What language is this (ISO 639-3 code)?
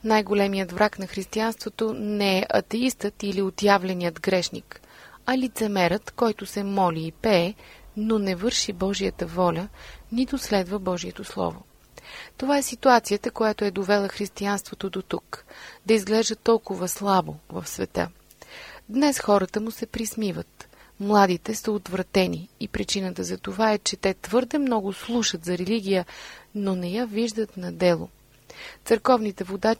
bul